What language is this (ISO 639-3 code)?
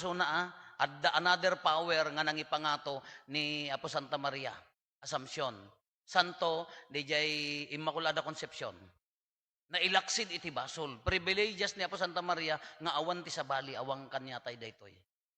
ilo